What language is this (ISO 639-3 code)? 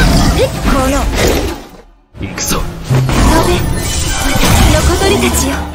jpn